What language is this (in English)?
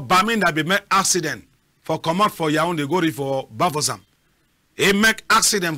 Cameroon Pidgin